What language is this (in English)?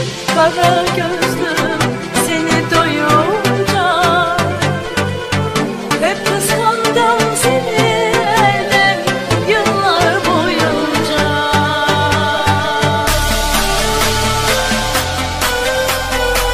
Turkish